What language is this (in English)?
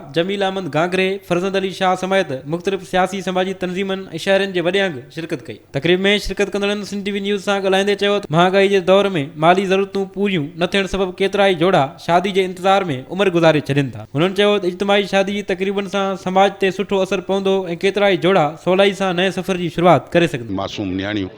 Sindhi